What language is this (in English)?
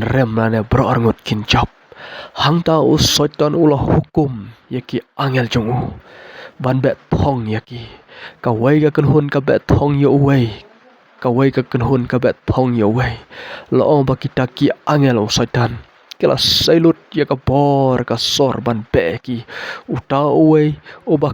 Khasi